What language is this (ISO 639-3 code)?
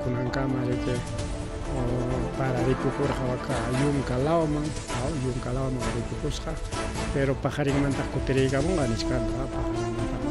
quy